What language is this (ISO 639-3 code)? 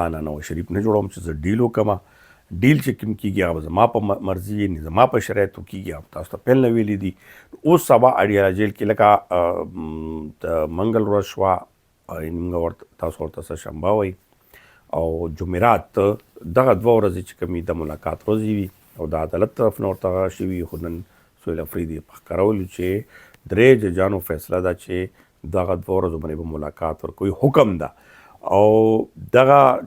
pus